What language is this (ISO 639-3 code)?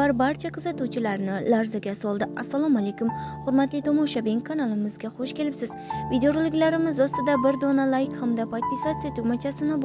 uzb